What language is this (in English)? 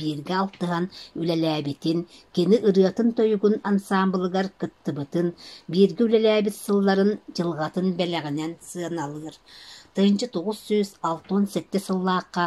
Yakut